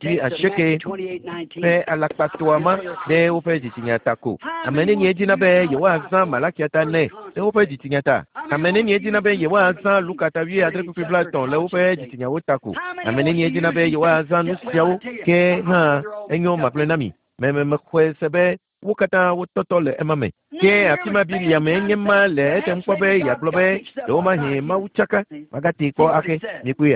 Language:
Ewe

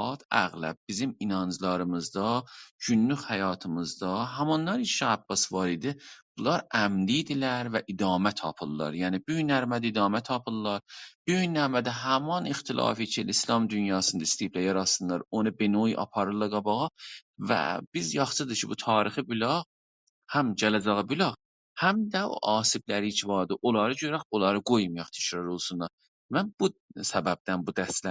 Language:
South Azerbaijani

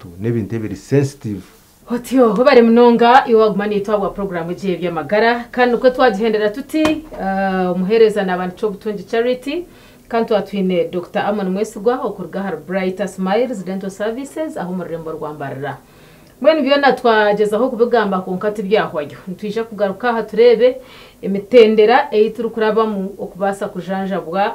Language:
Nyankole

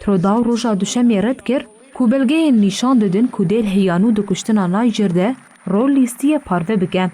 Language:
Kurdish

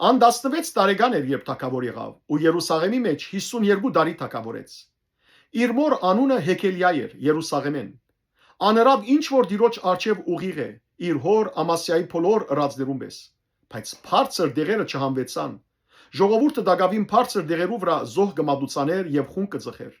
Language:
Western Armenian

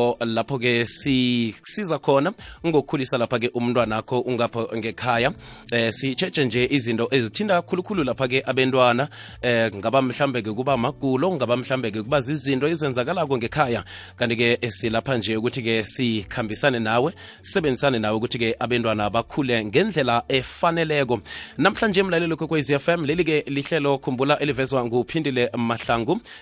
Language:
South Ndebele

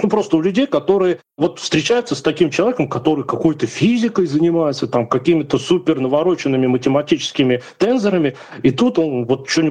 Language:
Russian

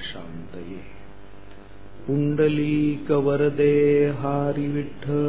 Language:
Marathi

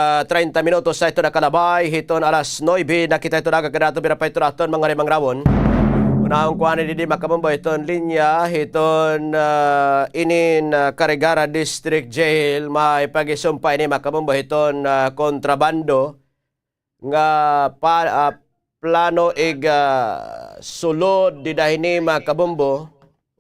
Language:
Waray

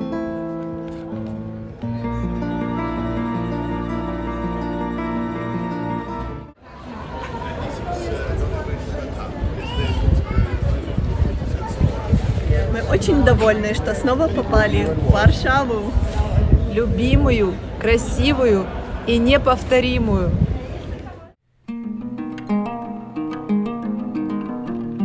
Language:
Russian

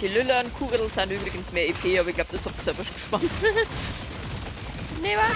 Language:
Bavarian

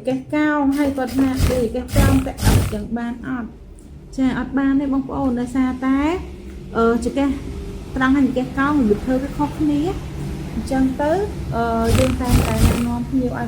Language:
Khmer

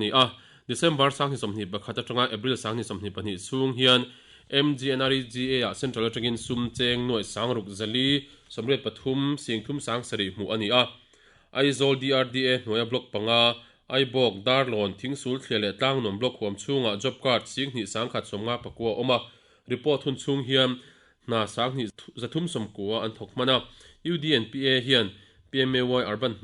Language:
Mizo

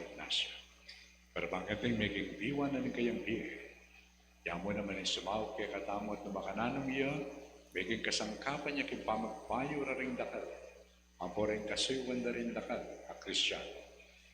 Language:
Pampanga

